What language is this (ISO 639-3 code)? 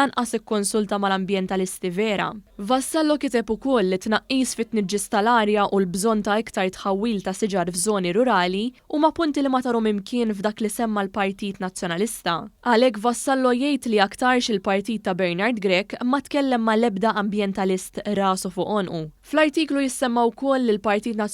mlt